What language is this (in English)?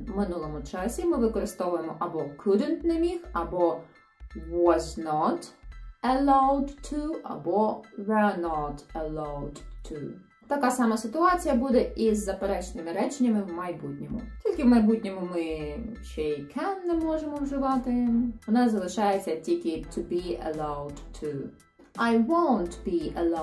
Ukrainian